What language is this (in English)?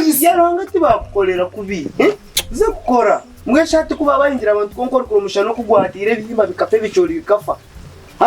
Nyankole